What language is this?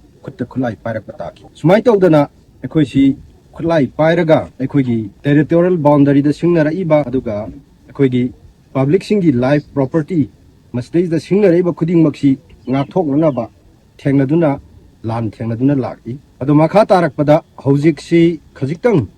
Manipuri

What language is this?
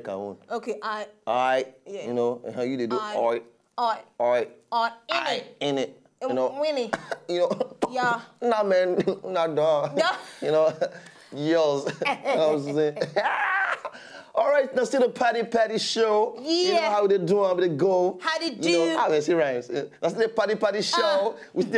Nigerian Pidgin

